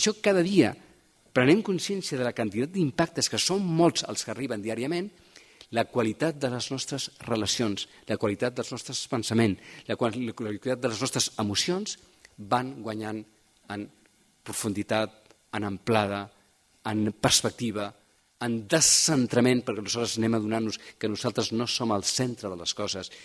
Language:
Catalan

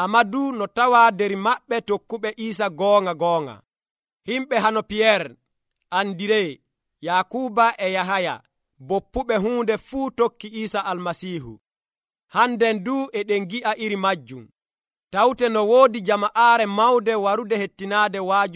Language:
Nigerian Fulfulde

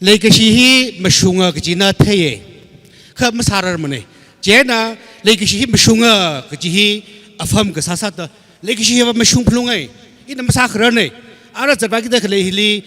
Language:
Tangkhul Naga (India)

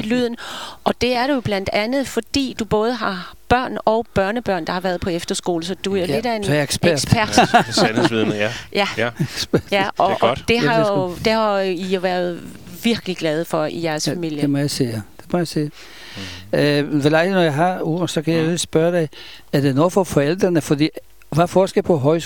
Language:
Danish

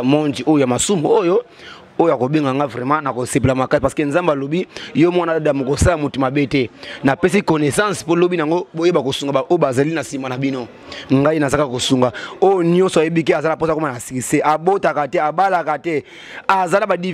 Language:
Lingala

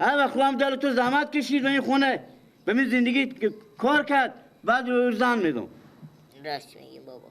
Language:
Persian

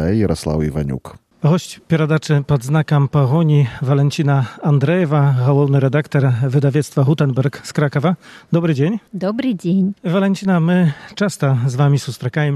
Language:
Belarusian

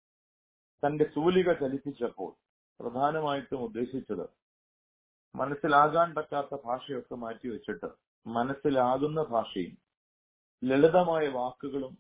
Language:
Malayalam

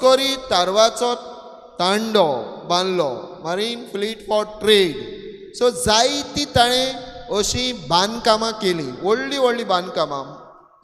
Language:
Konkani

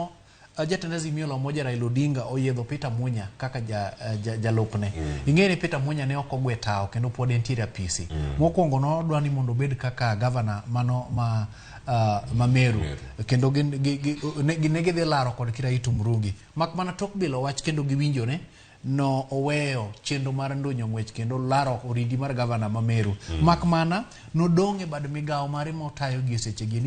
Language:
Luo (Kenya and Tanzania)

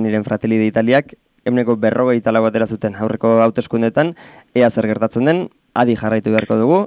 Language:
Basque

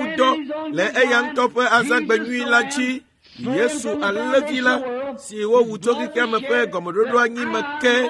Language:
Ewe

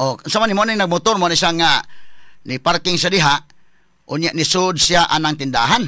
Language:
Cebuano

